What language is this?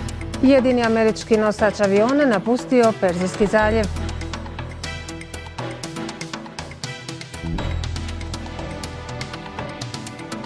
Bosnian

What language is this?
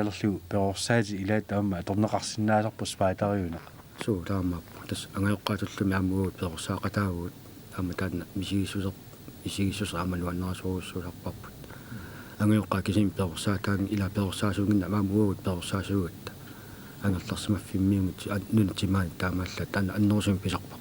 Kalaallisut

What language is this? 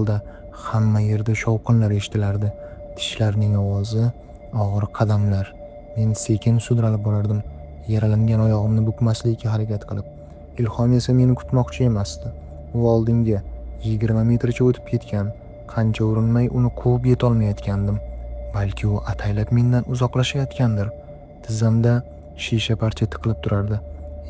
Uzbek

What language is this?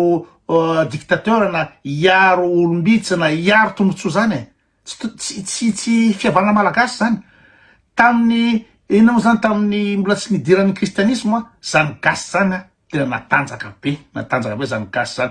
Malagasy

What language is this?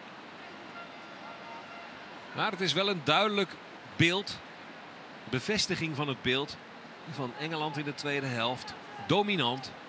Dutch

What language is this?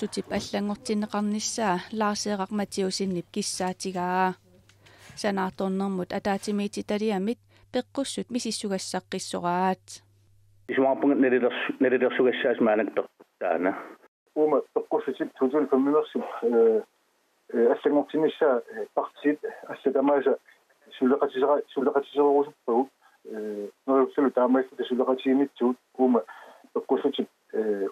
Kalaallisut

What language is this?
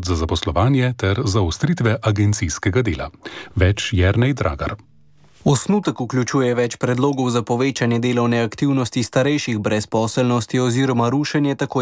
Slovenian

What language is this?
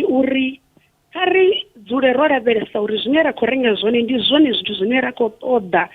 Venda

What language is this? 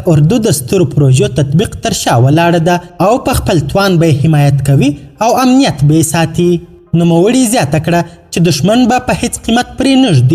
Pashto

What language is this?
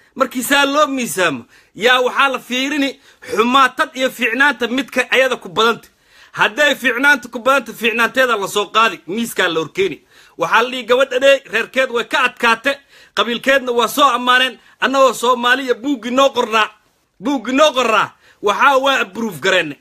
Somali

